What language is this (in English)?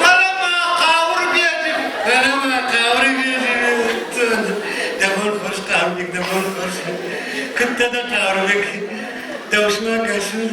Ossetic